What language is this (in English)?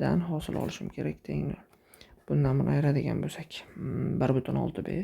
Uzbek